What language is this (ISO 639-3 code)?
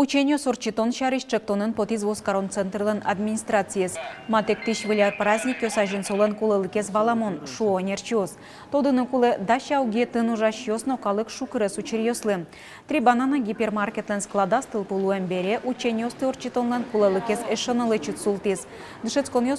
udm